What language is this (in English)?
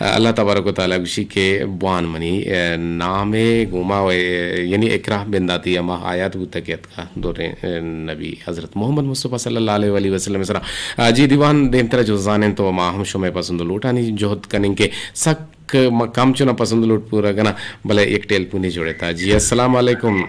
Eastern Balochi